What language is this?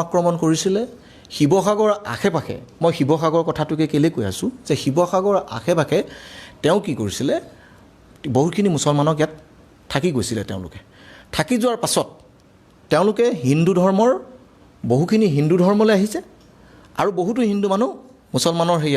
Assamese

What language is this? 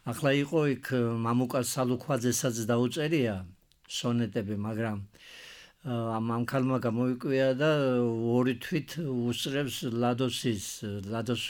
Georgian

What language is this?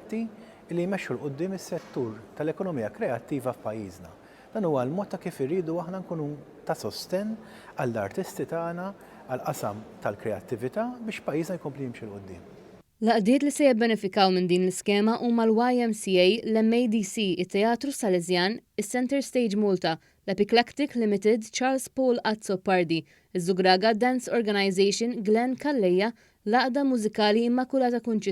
Maltese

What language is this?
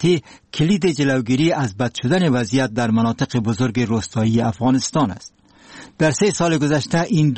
Persian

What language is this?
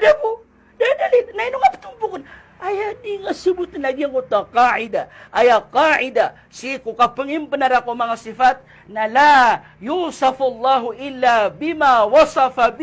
Maranao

